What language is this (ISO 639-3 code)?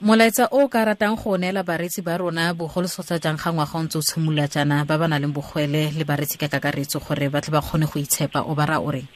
tsn